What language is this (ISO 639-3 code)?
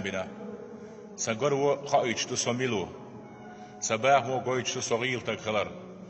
che